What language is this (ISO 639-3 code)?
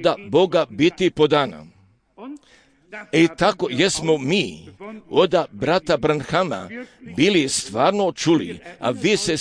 hrv